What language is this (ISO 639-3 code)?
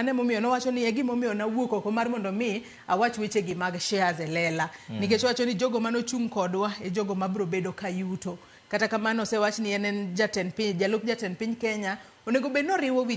luo